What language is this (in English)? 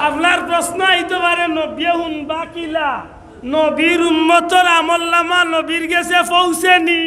Sylheti